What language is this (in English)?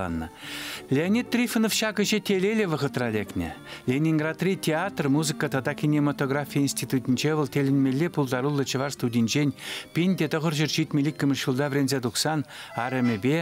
Chuvash